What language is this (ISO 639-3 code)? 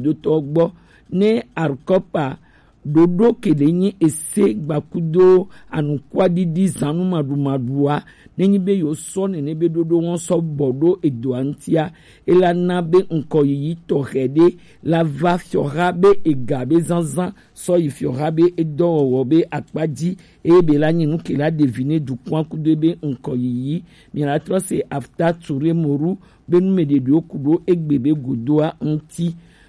gej